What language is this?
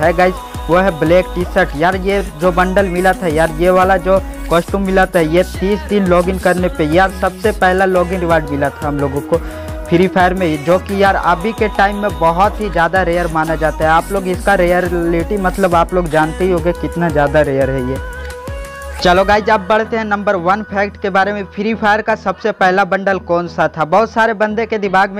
Hindi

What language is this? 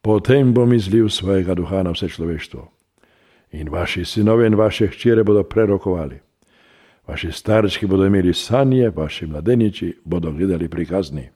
Slovenian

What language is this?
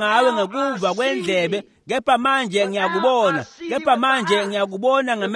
Swati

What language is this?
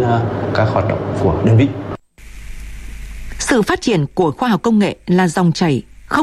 Vietnamese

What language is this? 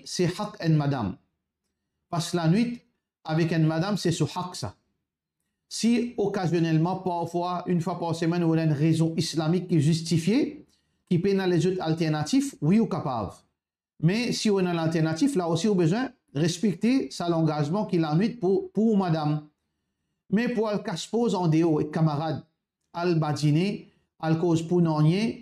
Morisyen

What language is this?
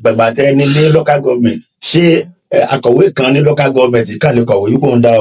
Yoruba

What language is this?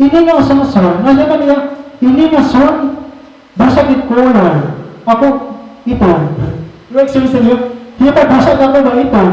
Waray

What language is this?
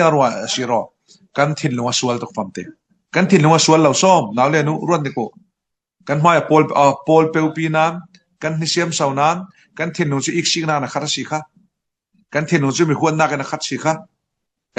Falam Chin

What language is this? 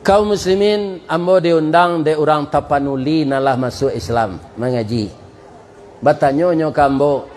Minangkabau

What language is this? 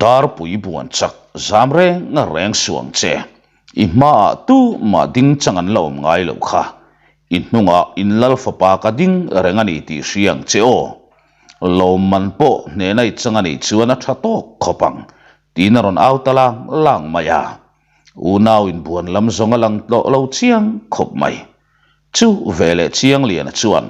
Mizo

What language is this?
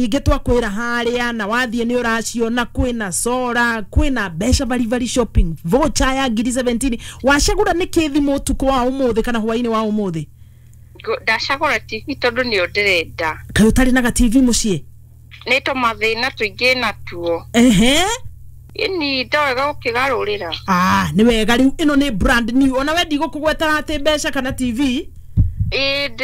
Kikuyu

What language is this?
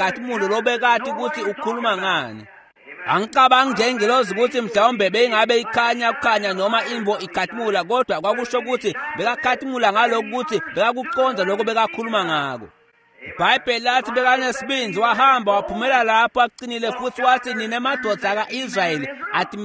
Swati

